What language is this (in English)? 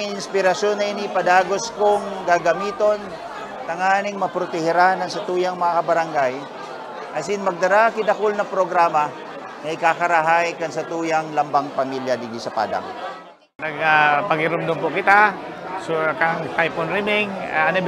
Bikol